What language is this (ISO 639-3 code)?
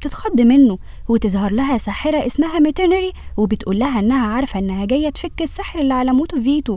arz